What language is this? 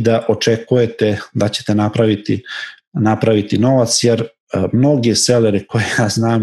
Serbian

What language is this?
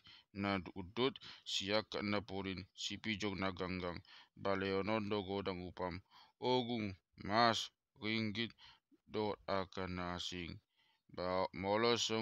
Batak Toba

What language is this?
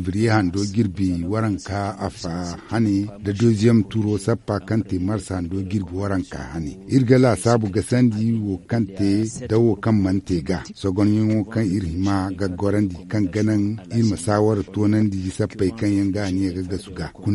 Zarma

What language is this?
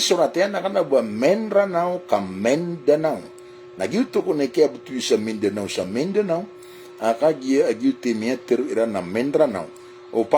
Maranao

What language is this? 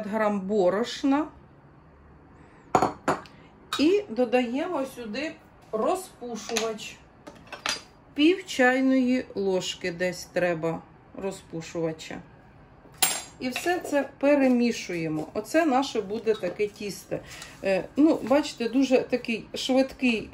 Ukrainian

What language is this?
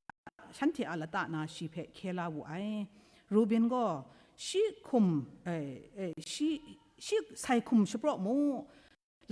Kachin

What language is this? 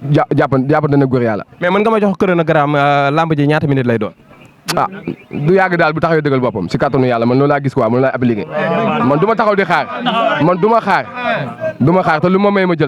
Wolof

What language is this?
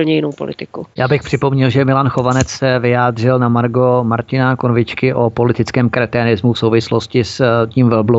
Czech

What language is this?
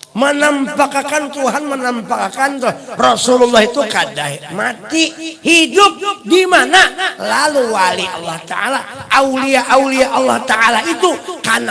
Banjar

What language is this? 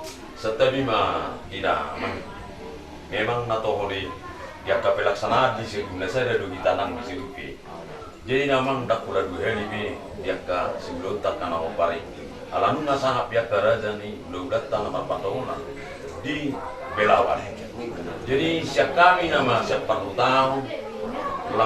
Batak Toba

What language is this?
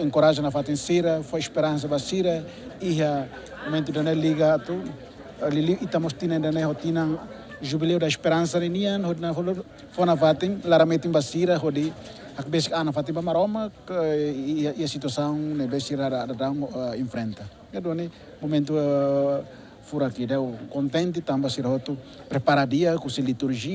Tetum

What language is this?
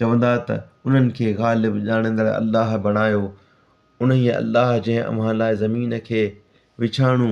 Sindhi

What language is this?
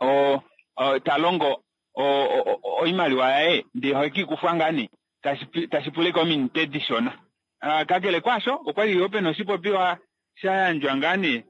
Kuanyama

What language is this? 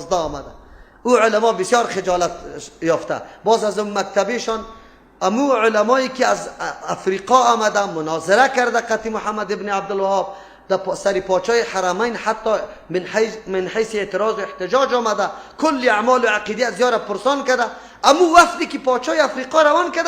Persian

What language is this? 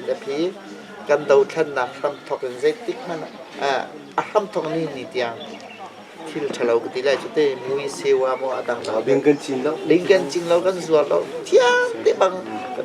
Hakha Chin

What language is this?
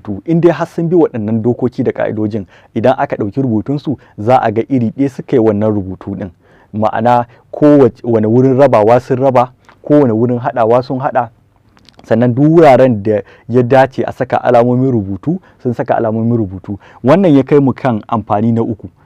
Hausa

